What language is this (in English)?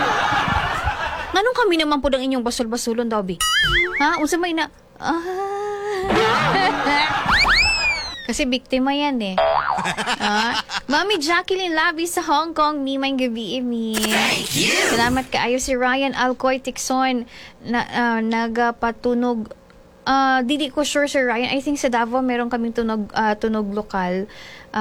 Cebuano